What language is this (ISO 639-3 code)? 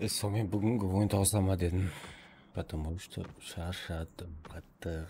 kaa